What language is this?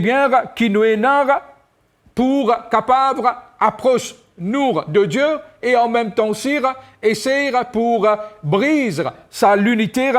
Morisyen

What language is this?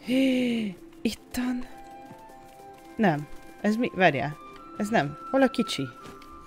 Hungarian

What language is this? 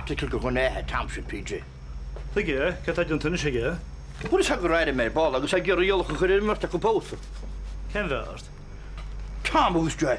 Irish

